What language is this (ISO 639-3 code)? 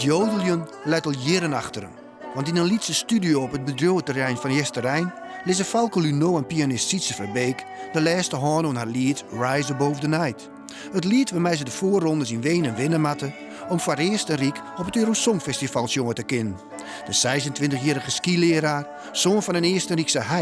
fry